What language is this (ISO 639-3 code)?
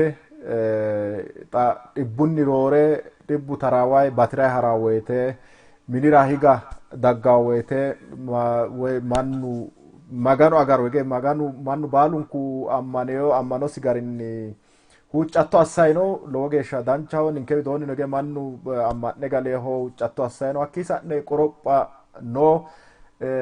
sid